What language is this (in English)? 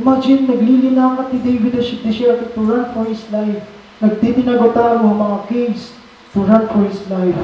Waray